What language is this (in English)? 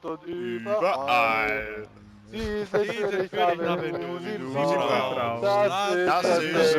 Bavarian